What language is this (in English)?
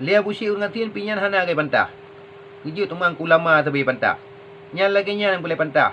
Achinese